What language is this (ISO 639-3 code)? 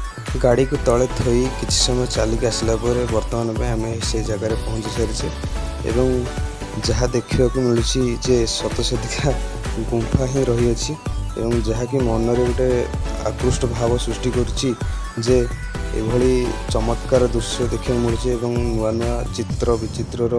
ori